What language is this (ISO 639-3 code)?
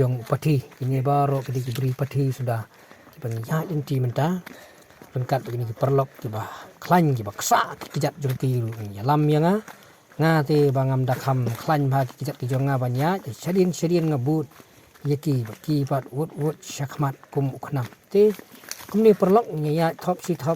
kha